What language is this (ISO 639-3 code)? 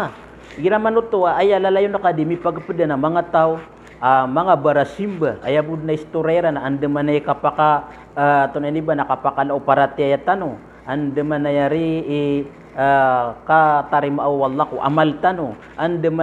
mrw